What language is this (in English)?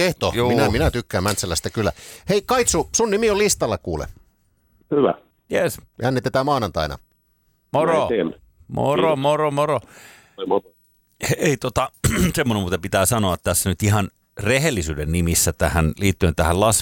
Finnish